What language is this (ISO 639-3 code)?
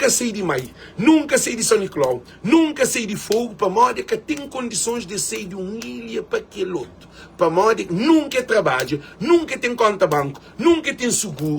kea